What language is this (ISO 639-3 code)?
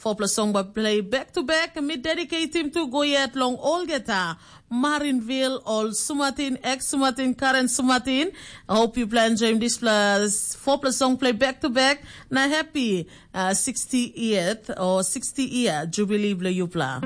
tpi